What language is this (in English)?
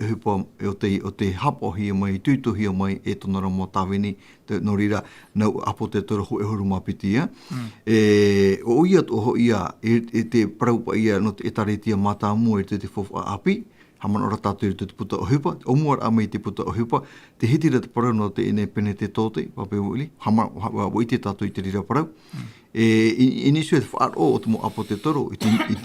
Tahitian